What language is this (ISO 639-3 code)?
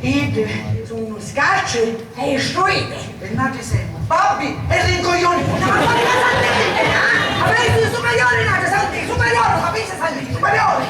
scn